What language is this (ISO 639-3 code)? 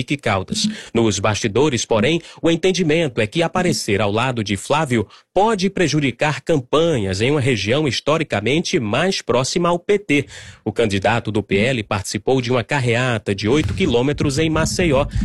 por